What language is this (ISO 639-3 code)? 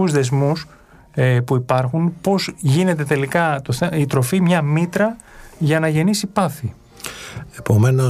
ell